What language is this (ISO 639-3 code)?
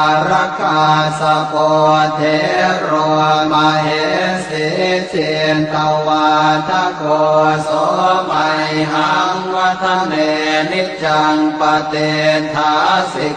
pli